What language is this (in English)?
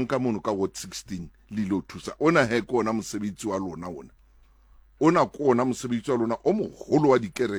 Southern Sotho